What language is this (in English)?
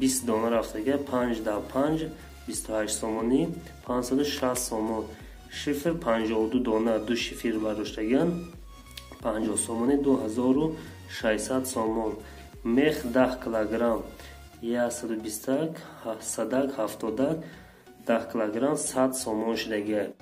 Tajik